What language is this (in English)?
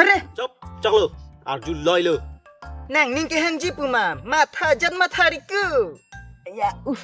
Karbi